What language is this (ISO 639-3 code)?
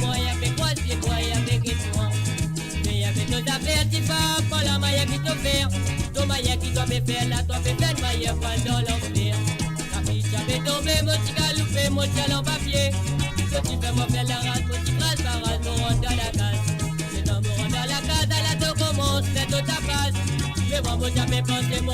mfe